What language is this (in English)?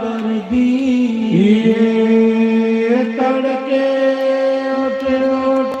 Dogri